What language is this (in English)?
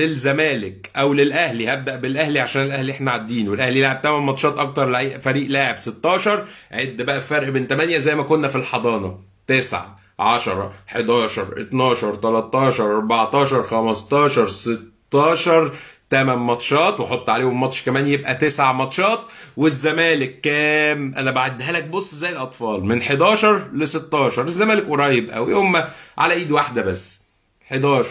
Egyptian Arabic